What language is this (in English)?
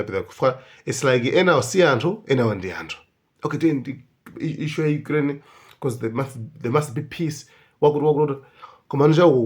Nyanja